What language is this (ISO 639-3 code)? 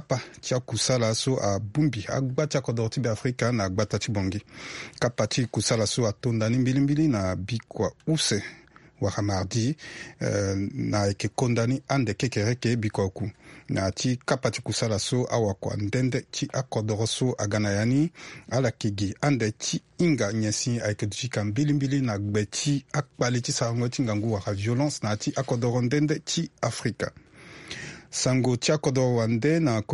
sag